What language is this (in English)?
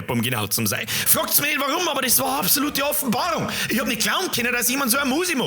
Bavarian